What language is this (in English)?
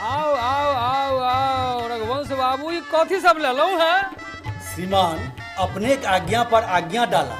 Maithili